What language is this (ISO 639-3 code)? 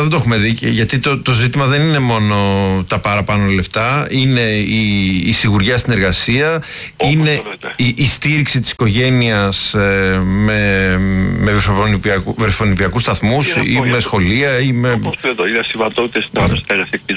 ell